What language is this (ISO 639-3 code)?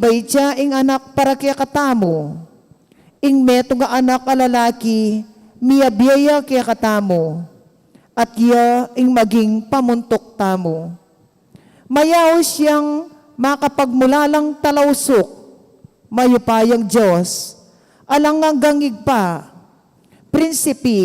pam